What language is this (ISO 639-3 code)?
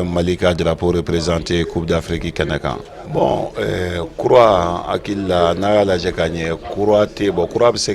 bam